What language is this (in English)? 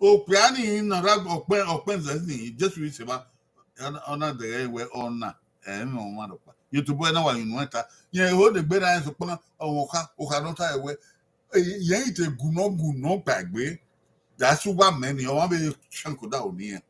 Bini